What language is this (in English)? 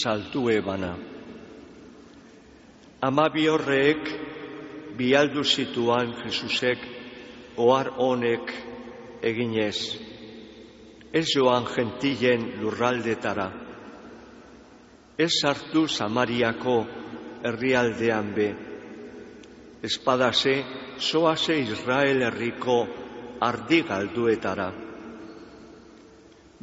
Basque